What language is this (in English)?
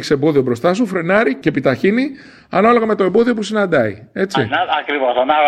Greek